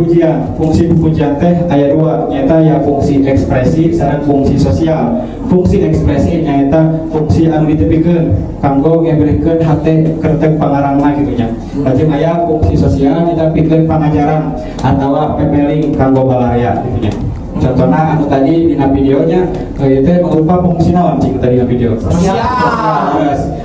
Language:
Sundanese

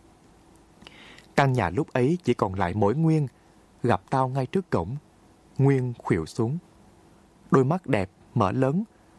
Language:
Vietnamese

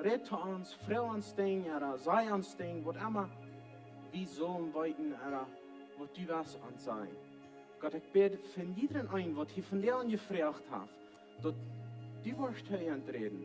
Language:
Plautdietsch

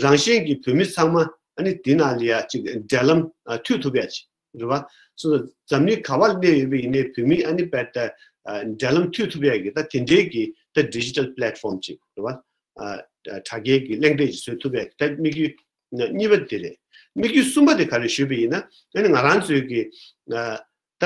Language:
Tibetan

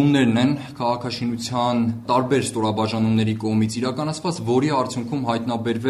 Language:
Armenian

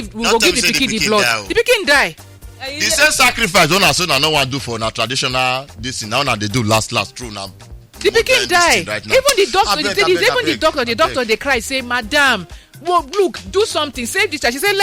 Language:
Nigerian Pidgin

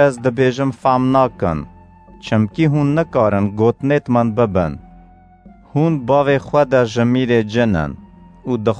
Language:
Kurdish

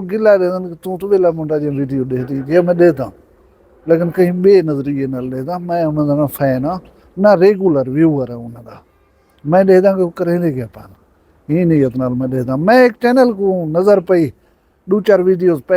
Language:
Saraiki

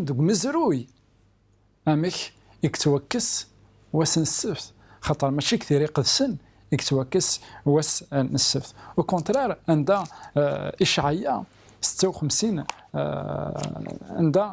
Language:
Kabyle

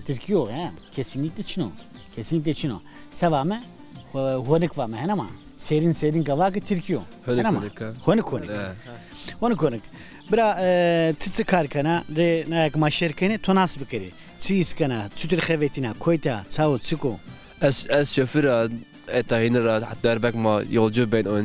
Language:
Zaza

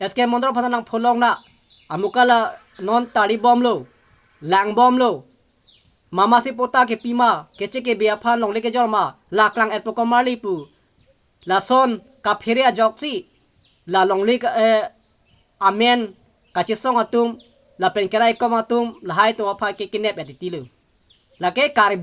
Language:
Karbi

